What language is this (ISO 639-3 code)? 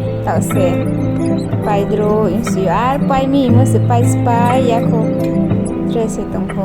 ria